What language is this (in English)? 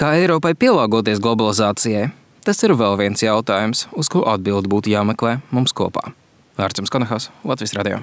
Latvian